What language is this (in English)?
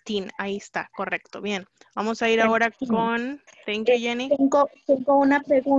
Spanish